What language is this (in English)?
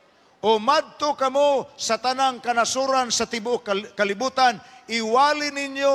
Cebuano